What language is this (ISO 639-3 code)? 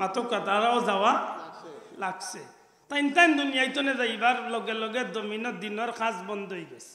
syl